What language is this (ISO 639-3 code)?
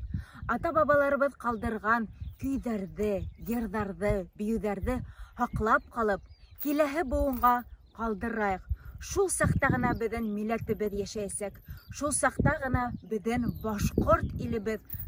bak